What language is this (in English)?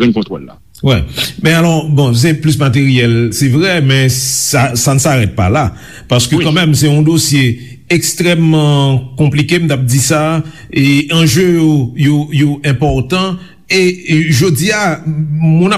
Haitian Creole